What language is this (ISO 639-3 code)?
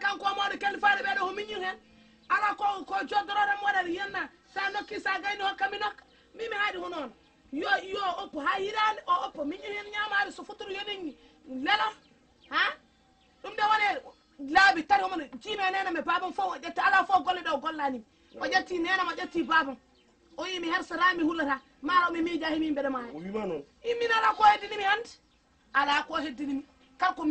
ful